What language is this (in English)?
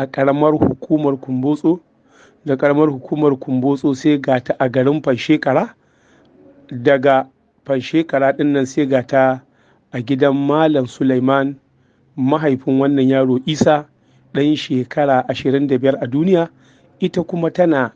Hausa